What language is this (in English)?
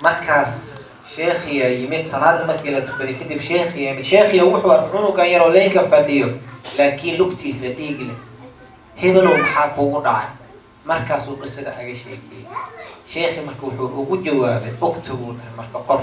Somali